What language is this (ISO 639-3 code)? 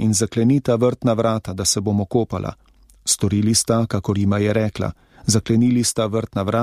slv